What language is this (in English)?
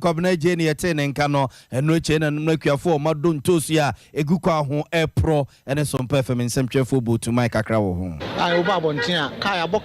Akan